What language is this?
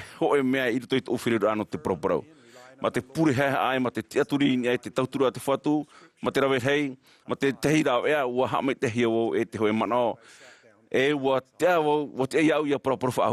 Tahitian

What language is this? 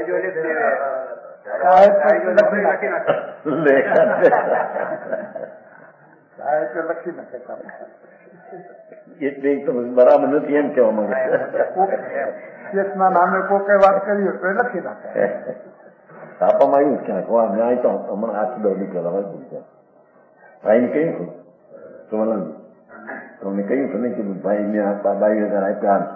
Gujarati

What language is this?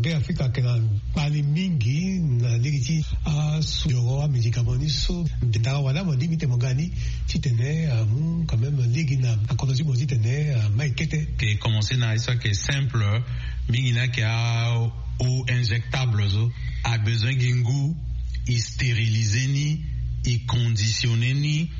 Sango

